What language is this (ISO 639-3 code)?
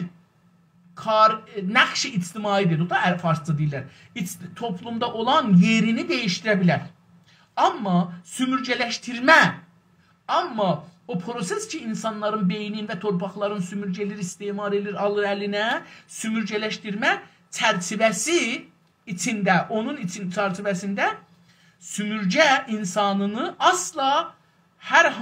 azb